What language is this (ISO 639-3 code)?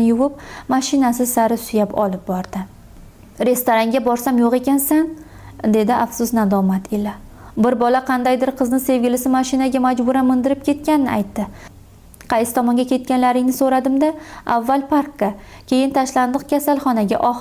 uzb